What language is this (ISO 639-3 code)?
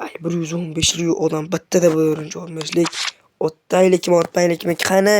uzb